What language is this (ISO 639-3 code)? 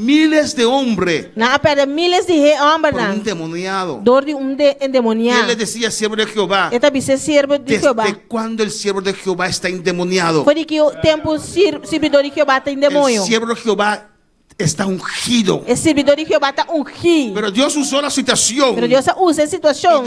pap